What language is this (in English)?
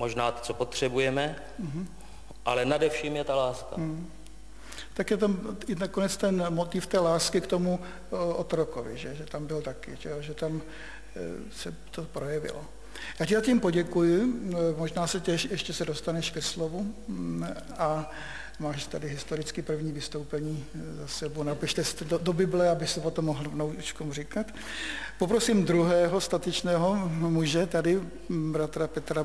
Czech